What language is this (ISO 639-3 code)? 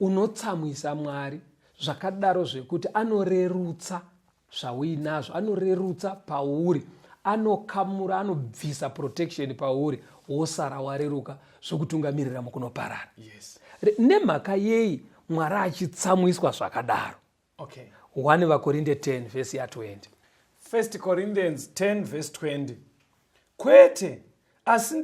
sna